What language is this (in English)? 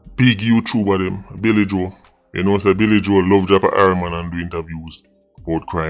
Jamaican Creole English